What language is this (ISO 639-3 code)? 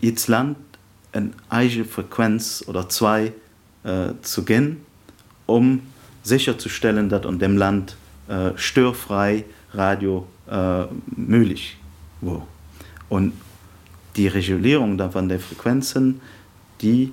ltz